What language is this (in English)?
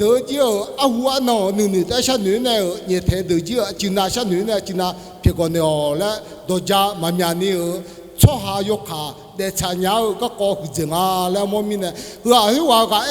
Akha